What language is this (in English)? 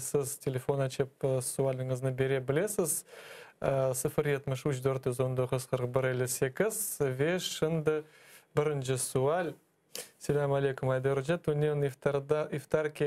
Crimean Tatar